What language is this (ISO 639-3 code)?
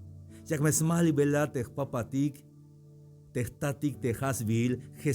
tzh